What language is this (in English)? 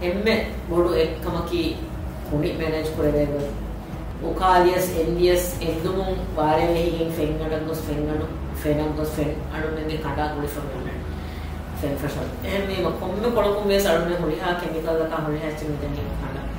Divehi